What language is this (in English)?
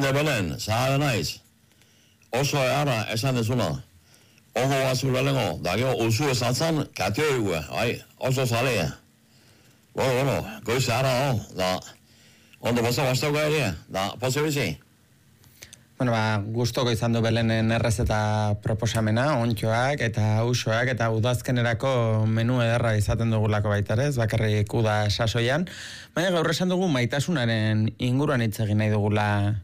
Basque